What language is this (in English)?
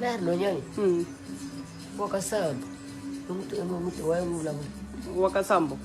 Tsonga